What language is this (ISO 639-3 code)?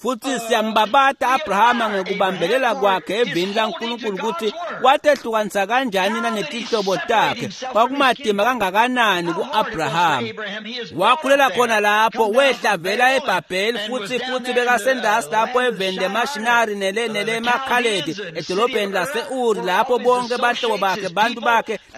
ssw